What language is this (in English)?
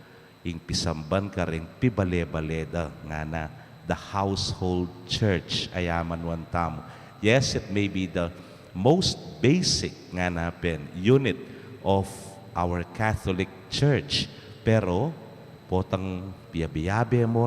Pampanga